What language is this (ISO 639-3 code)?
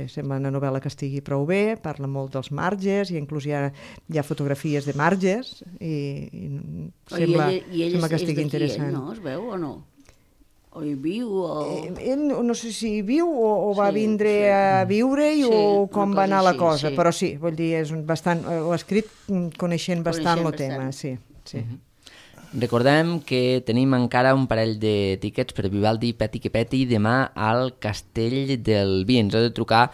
cat